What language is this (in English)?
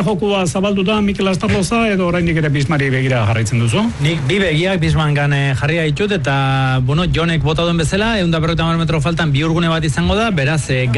Basque